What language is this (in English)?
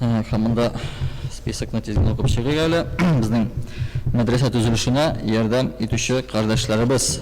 Tatar